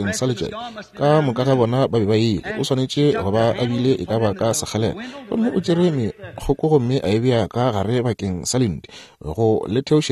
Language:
Northern Sotho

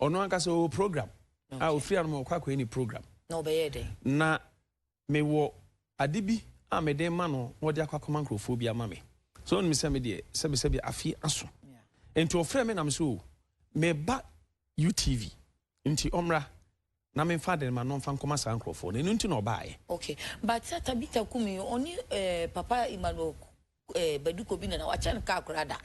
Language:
Akan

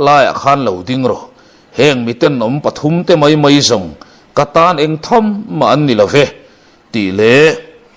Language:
Mizo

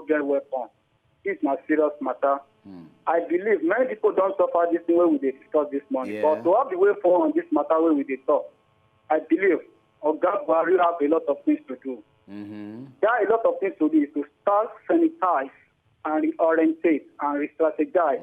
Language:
Nigerian Pidgin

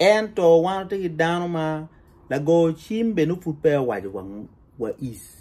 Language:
Acoli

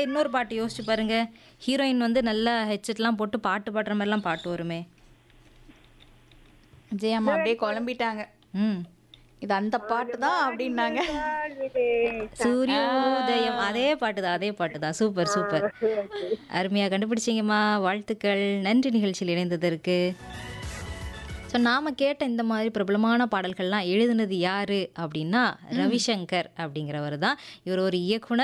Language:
Tamil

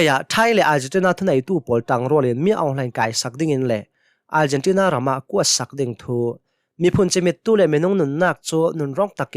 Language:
Hakha Chin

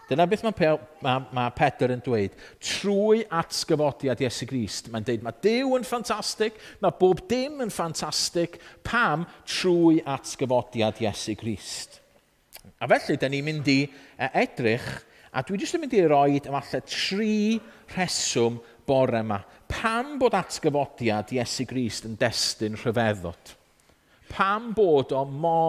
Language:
Welsh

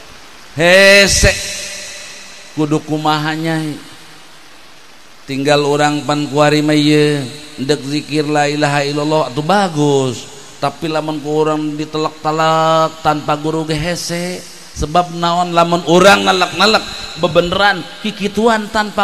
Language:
Sundanese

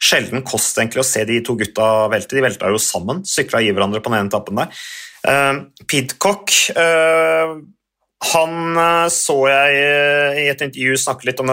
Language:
Norwegian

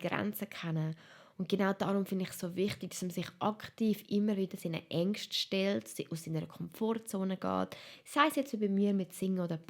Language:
Swiss German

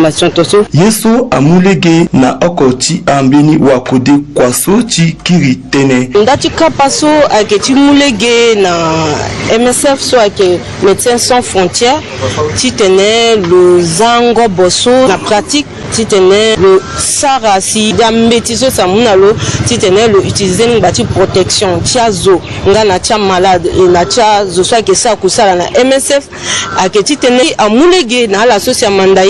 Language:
Sango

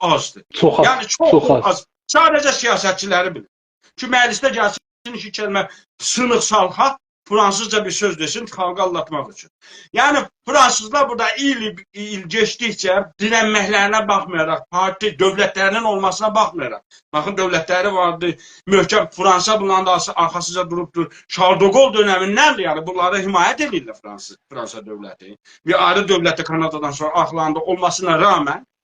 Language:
South Azerbaijani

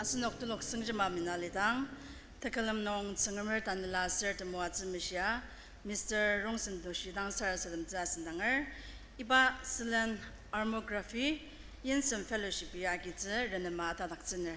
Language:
Ao Naga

